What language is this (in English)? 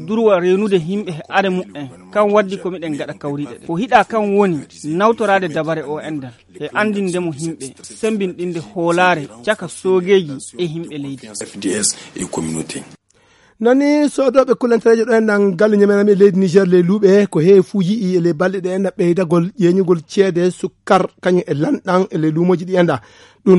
Fula